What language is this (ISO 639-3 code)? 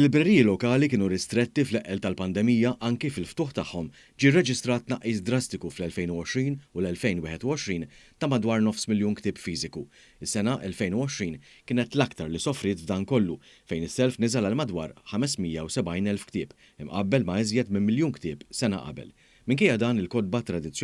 mlt